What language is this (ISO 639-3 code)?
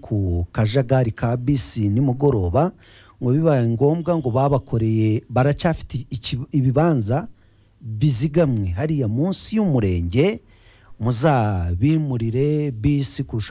kin